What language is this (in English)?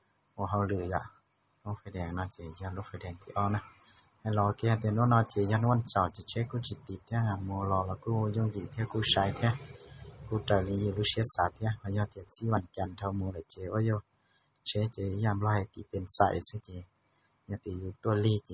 Hmong